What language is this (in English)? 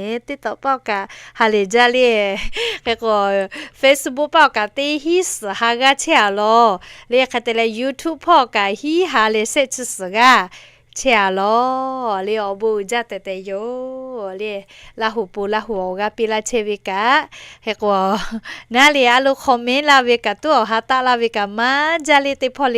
Lahu